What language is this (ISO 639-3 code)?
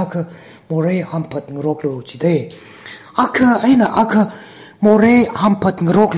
nmf